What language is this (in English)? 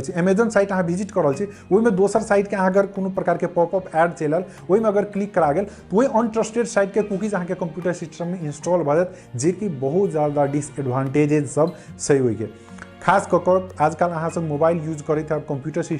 Maithili